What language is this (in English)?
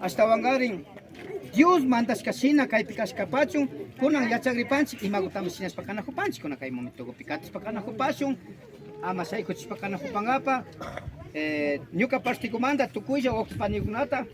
Imbabura Highland Quichua